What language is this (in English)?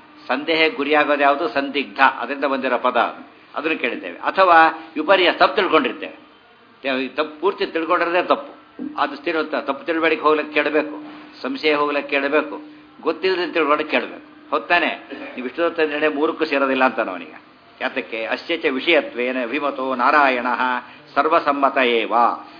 Kannada